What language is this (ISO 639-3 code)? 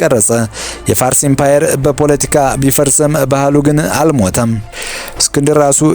amh